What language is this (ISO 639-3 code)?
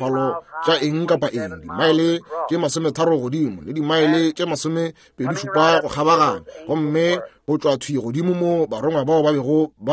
nso